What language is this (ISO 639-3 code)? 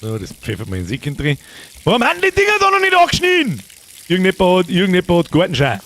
bar